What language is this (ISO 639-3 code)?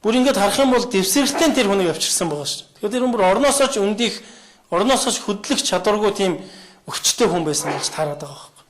mon